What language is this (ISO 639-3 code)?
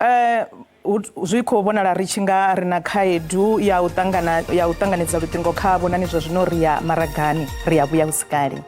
ven